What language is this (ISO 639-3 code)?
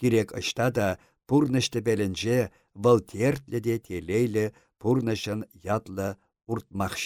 chv